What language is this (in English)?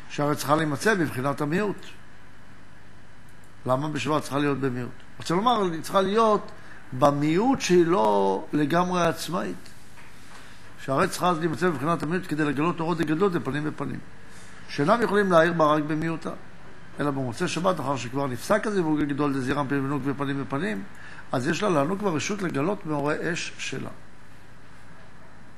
Hebrew